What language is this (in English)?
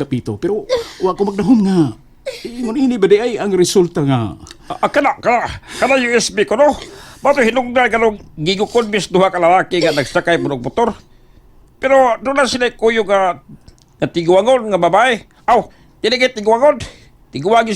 Cebuano